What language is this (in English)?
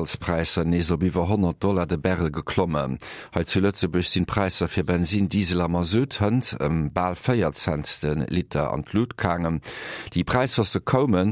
Luxembourgish